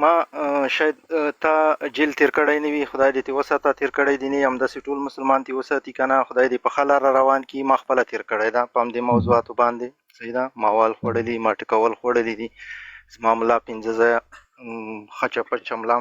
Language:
Pashto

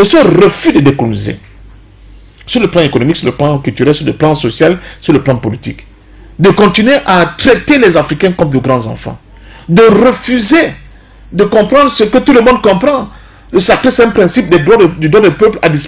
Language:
French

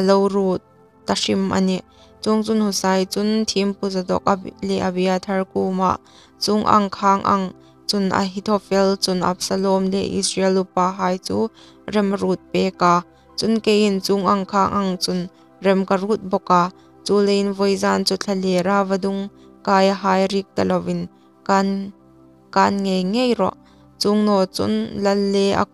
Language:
Hmar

